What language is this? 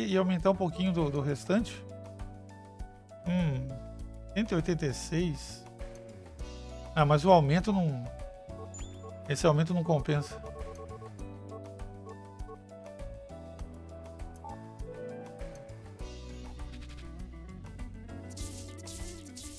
Portuguese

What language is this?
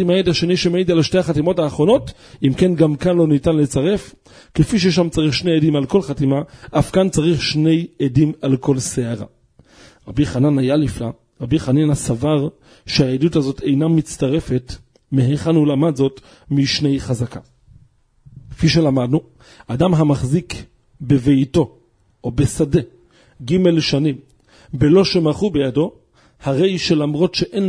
Hebrew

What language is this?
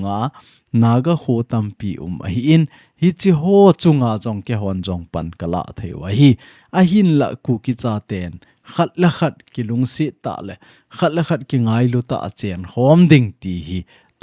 Thado Chin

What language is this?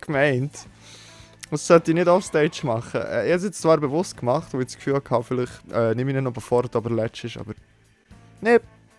Swiss German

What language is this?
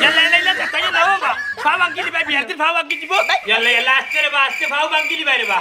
Sylheti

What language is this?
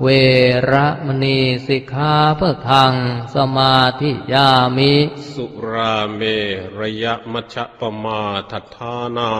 Pali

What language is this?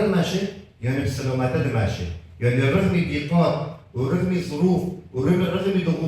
Kurdish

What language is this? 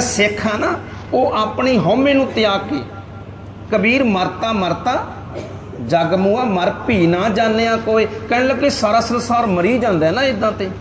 Punjabi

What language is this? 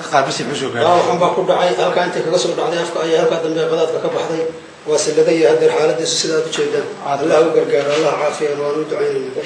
Somali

